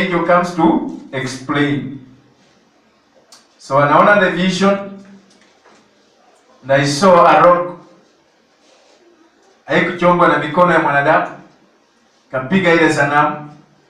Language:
Swahili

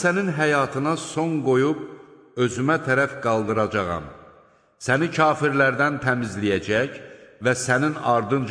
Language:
Azerbaijani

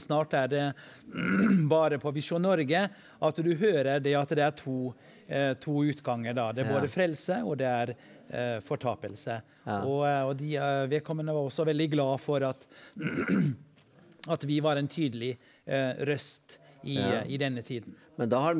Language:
Norwegian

